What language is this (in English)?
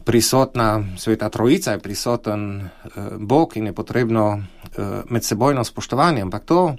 Slovenian